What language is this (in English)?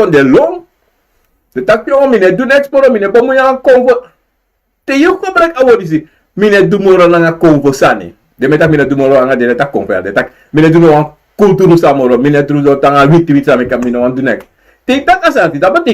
Sranan Tongo